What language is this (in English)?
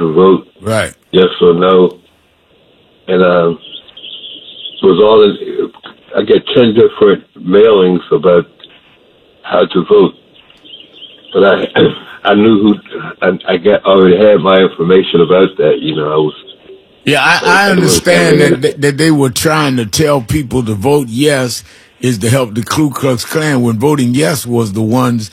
English